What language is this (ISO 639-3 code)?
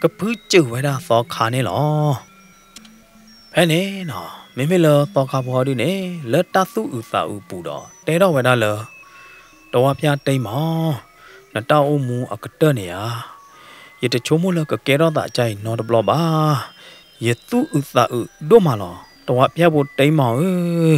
ksw